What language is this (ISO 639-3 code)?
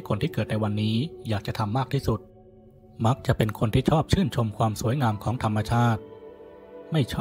tha